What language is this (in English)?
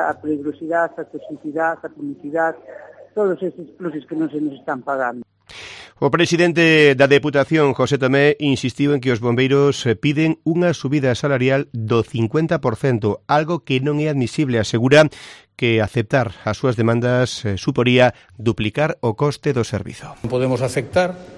Galician